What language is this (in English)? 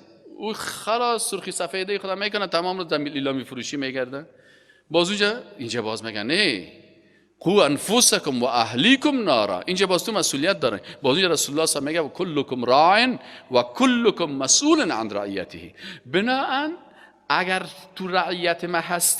Persian